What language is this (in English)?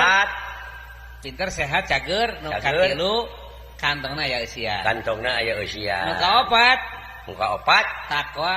Sundanese